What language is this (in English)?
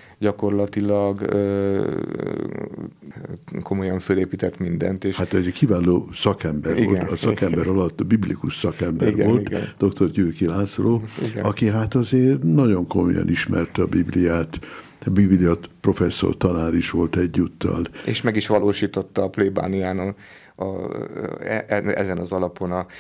Hungarian